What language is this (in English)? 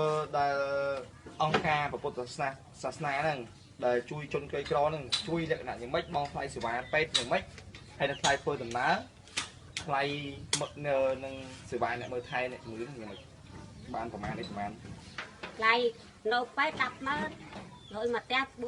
Khmer